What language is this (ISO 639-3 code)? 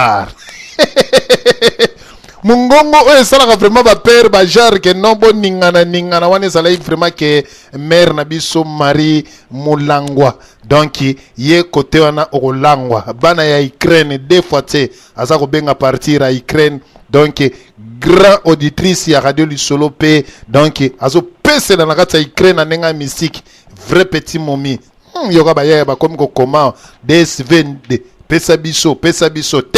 lin